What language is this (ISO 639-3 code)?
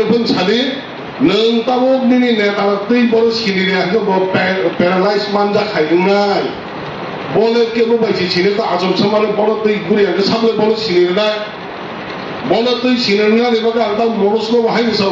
trp